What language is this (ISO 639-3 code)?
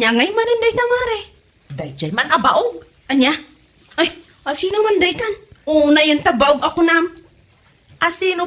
ilo